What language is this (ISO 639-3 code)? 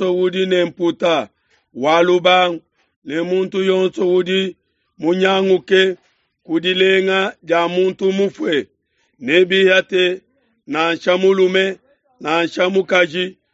lua